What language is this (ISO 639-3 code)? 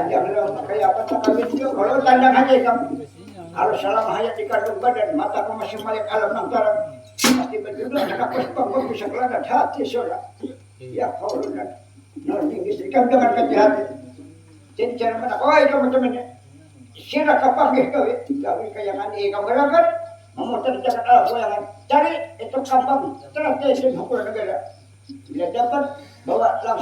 bjn